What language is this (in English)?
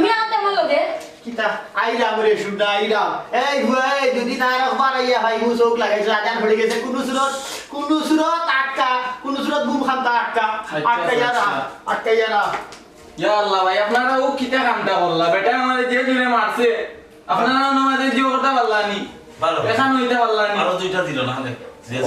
Sylheti